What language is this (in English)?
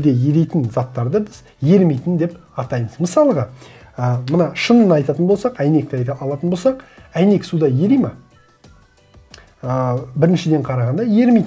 Kazakh